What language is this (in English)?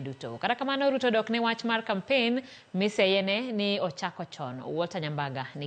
Luo (Kenya and Tanzania)